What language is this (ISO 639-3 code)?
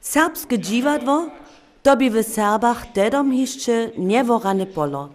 hsb